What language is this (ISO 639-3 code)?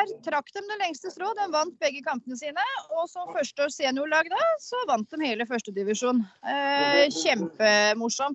nor